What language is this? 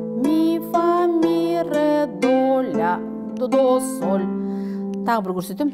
Kazakh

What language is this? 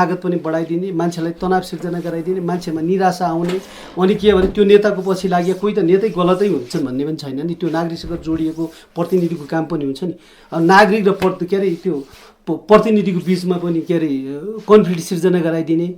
Nepali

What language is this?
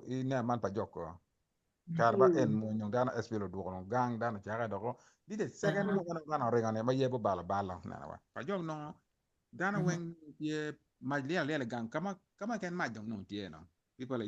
Acoli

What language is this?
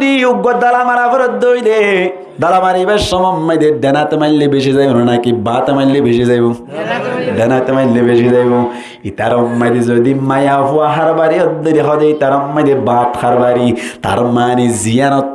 Rohingya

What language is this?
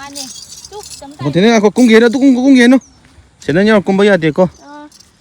Manipuri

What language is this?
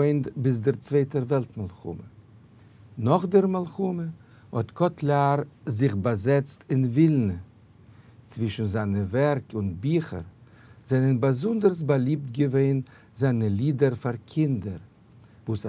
Yiddish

